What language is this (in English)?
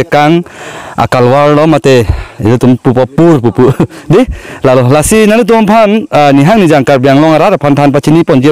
Karbi